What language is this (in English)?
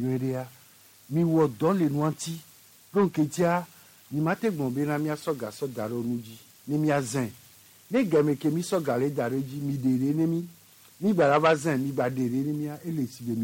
Gen